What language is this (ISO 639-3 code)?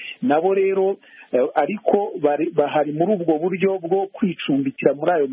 kin